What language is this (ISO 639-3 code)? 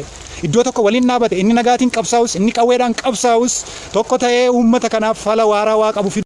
orm